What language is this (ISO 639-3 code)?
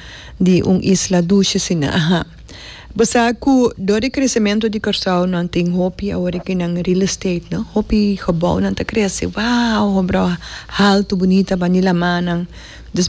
pap